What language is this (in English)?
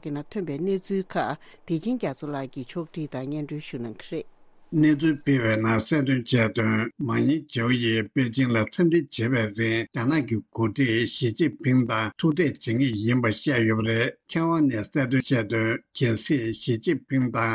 Tibetan